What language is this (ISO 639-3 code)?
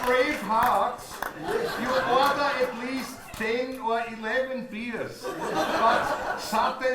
bar